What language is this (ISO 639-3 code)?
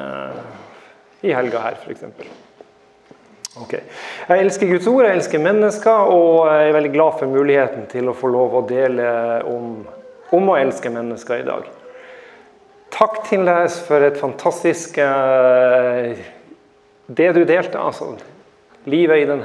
nor